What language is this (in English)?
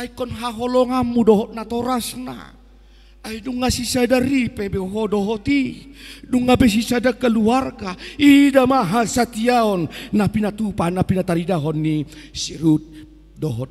Batak Toba